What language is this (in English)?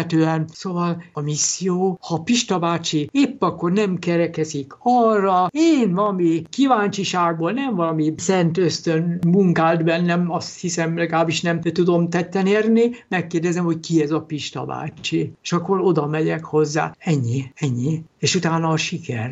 Hungarian